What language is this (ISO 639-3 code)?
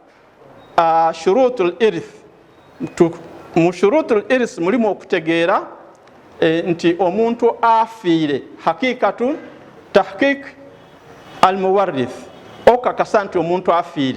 lug